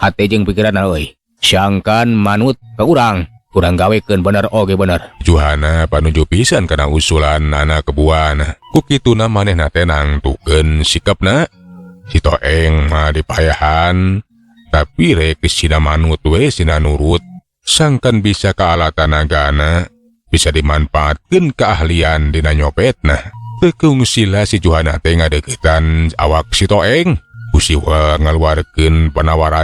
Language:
Sundanese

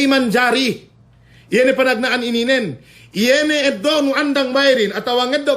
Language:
Yakan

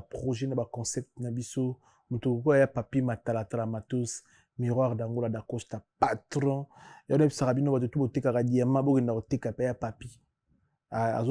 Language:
Lingala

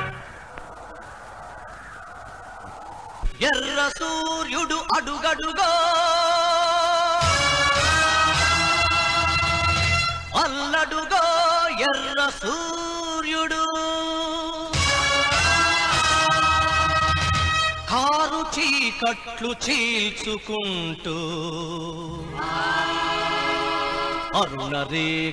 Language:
Telugu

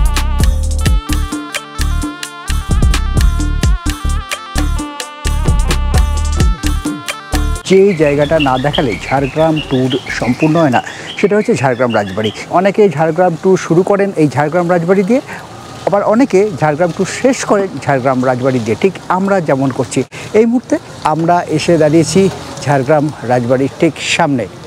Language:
Bangla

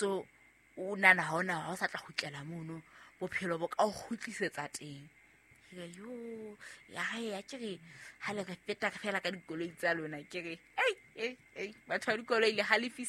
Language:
Southern Sotho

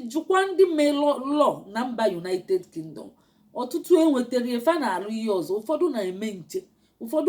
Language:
Igbo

